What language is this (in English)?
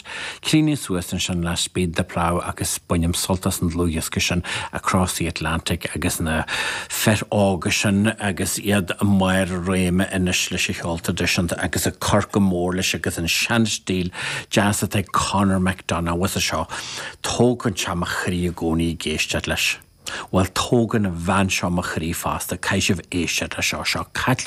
Irish